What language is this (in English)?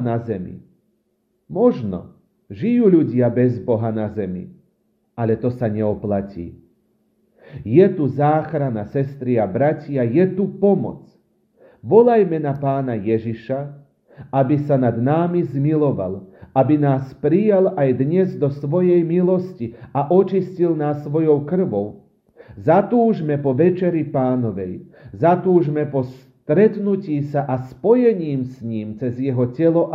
Slovak